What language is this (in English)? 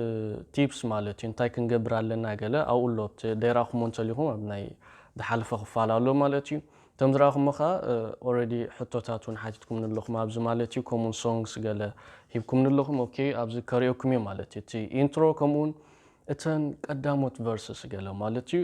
Tigrinya